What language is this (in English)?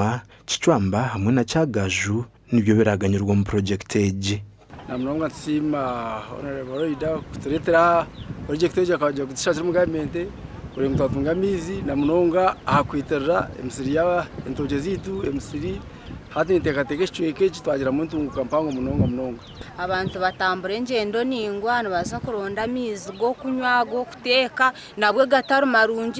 Nyankole